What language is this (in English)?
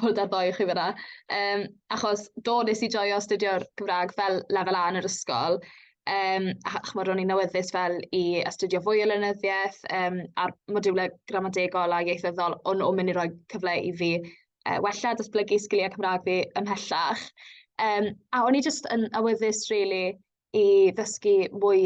Welsh